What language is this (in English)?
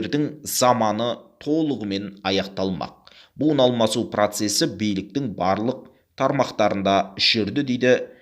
Kazakh